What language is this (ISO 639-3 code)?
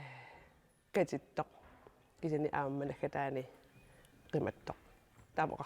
kal